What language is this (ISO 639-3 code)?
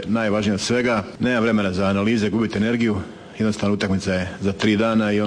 hrv